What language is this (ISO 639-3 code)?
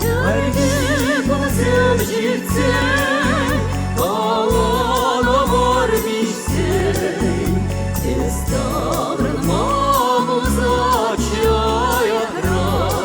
chv